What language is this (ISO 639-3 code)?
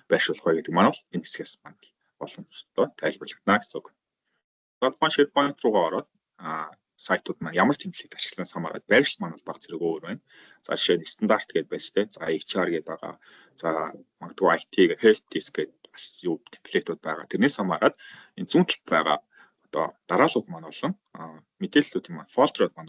mon